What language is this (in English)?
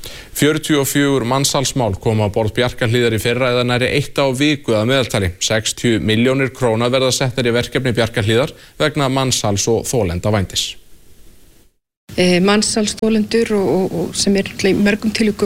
Icelandic